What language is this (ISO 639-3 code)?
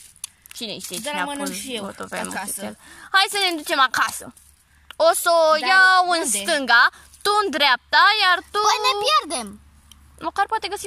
ron